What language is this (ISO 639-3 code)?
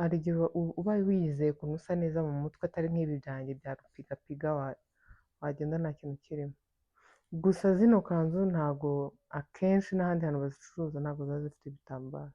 kin